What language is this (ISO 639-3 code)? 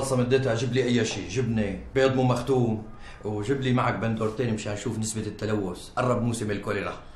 apc